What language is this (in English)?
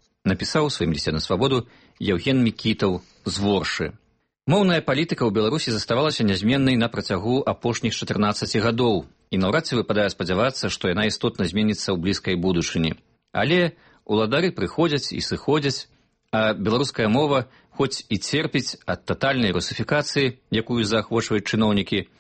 Belarusian